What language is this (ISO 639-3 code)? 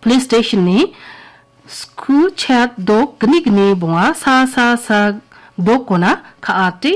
grt